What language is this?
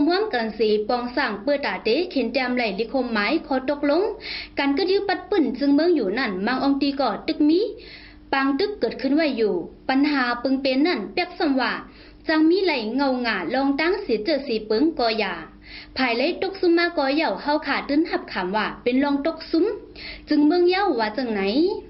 Shan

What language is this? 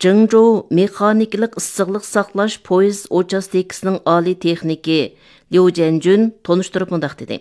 Uyghur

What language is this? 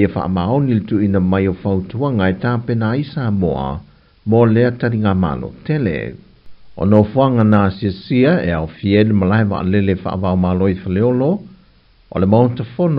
Samoan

